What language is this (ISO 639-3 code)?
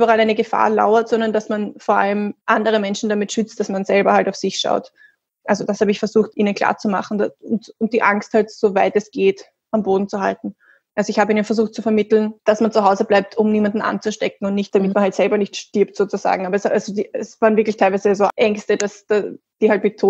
deu